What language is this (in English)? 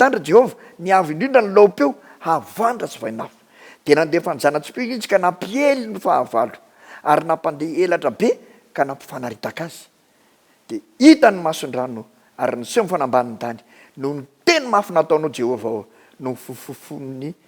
Malagasy